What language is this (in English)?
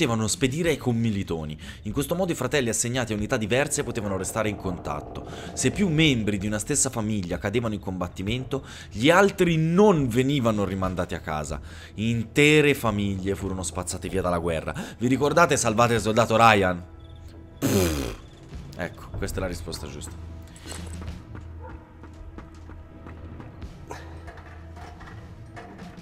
Italian